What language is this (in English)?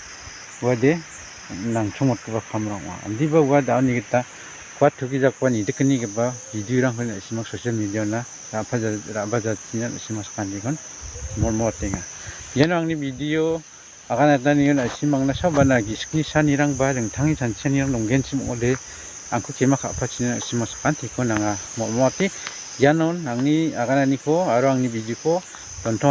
Garo